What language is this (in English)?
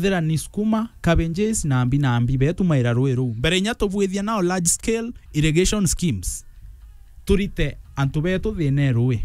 Meru